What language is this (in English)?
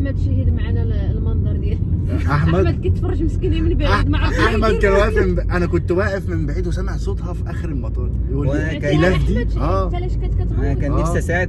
Egyptian Arabic